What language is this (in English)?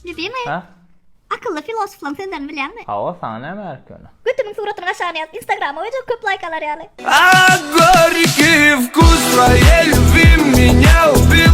Turkmen